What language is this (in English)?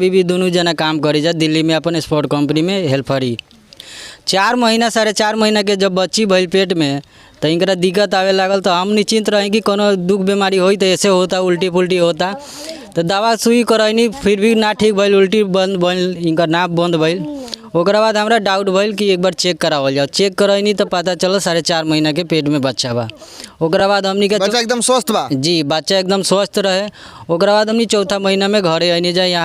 Bhojpuri